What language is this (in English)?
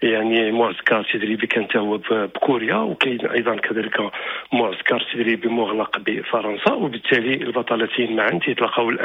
Moroccan Arabic